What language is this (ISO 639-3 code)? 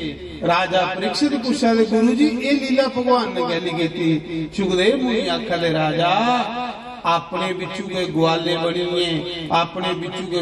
doi